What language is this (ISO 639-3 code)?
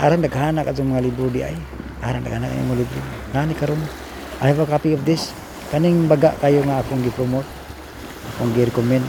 ceb